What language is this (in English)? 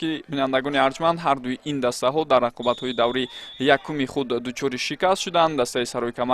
Tajik